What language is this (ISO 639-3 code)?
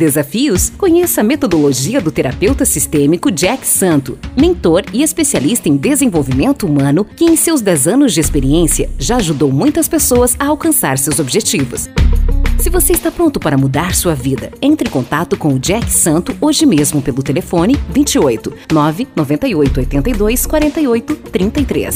por